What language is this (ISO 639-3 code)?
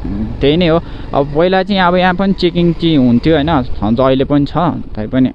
nep